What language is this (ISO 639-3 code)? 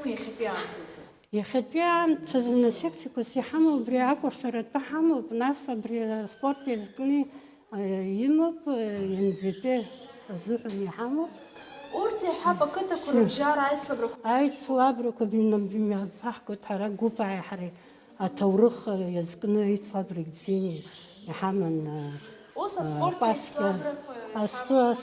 abk